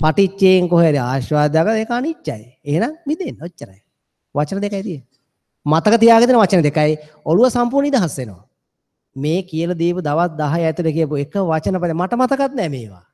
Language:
Sinhala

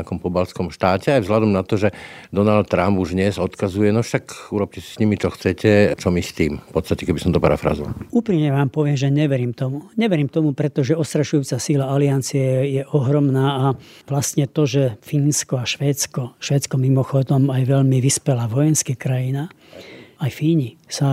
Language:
Slovak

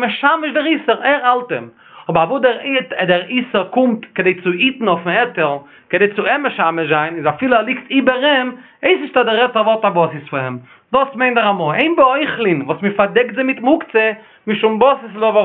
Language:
Yiddish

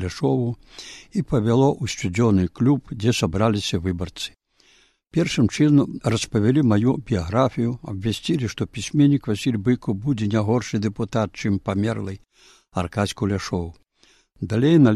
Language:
Belarusian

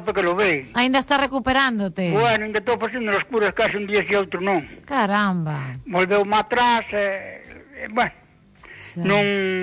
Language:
Galician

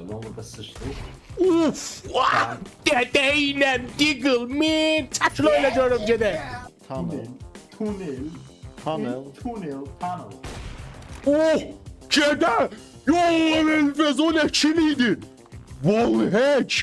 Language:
South Azerbaijani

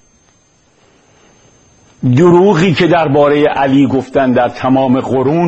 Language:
Persian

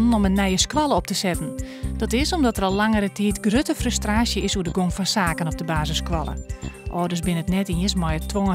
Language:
Western Frisian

